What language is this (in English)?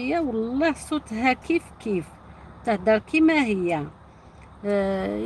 Algerian Arabic